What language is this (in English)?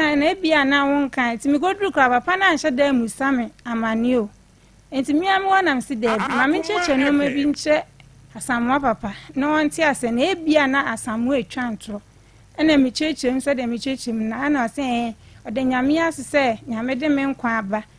Akan